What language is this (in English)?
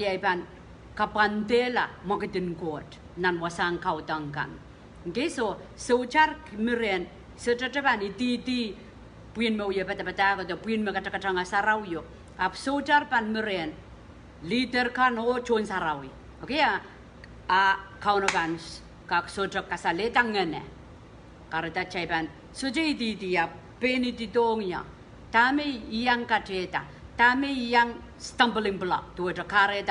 Pohnpeian